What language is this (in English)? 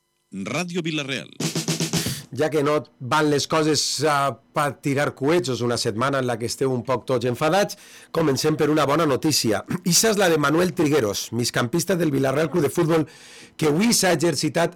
Catalan